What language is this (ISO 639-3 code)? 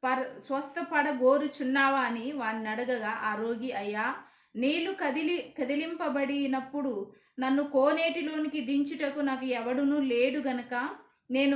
kff